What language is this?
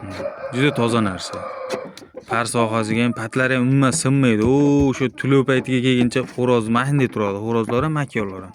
Uzbek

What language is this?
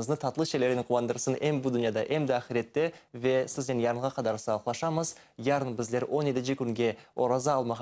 Crimean Tatar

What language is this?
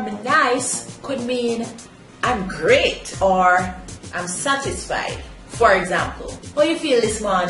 Jamaican Creole English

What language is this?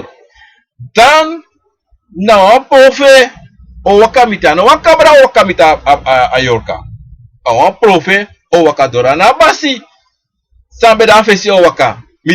Sranan Tongo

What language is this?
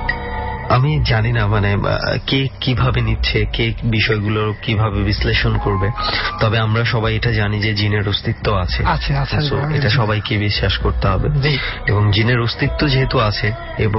Bangla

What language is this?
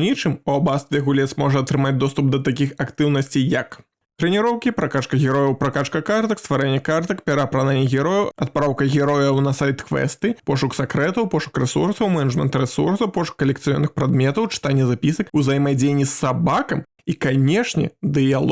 Belarusian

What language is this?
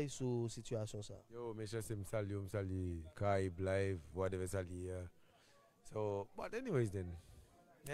Haitian Creole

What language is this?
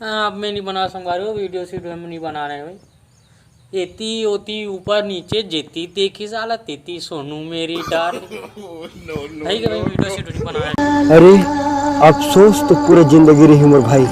Chhattisgarhi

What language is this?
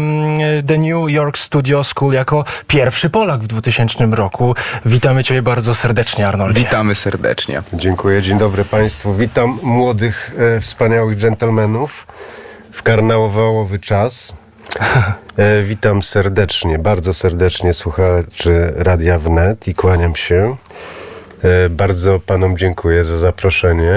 Polish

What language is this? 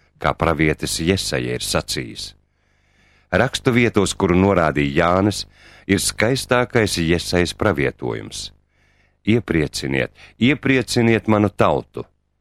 Latvian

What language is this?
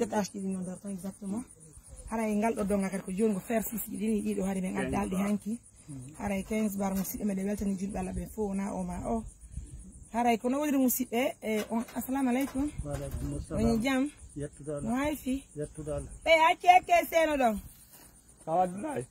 Fula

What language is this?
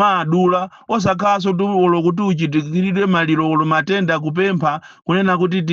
Nyanja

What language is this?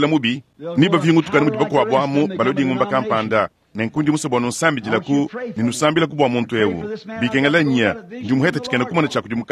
Luba-Lulua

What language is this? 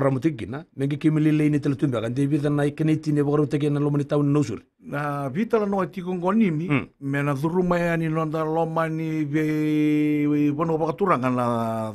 Fijian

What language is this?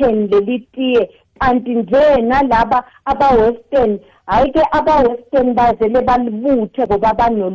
South Ndebele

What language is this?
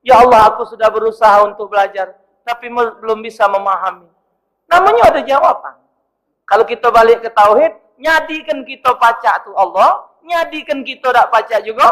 Musi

